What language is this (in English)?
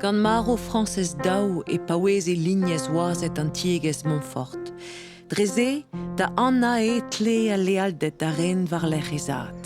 Breton